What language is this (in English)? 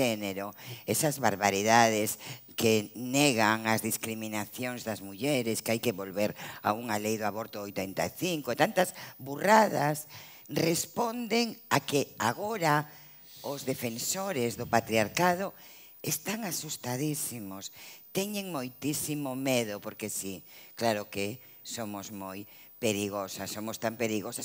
Galician